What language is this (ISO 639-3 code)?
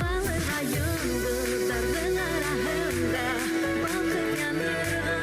bak